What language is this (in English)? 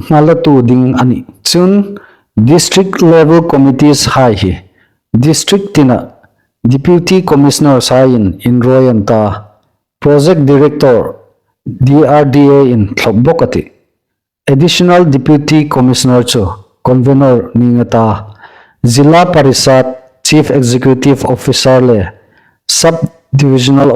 Hmar